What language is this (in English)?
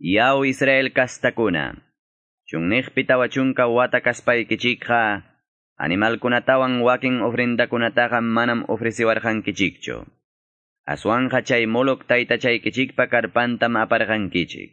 Quechua